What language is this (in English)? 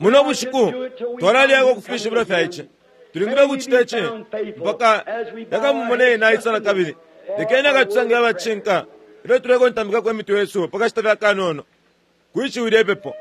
Bemba